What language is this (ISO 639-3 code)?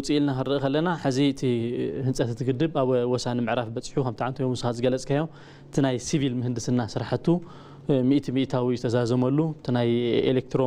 tir